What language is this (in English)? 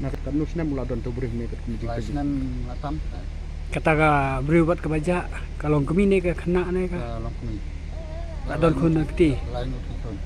Khasi